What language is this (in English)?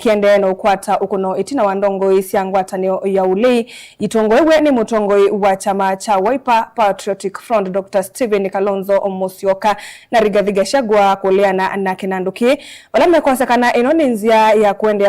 Kamba